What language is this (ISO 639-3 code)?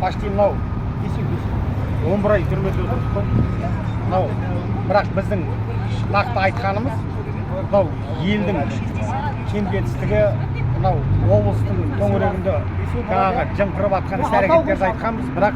kaz